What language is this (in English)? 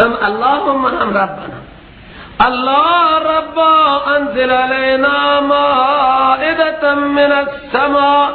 Persian